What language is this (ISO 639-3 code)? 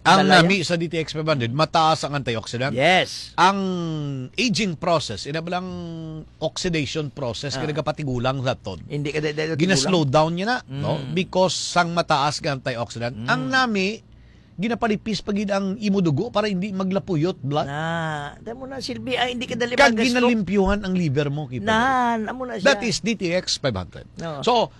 hil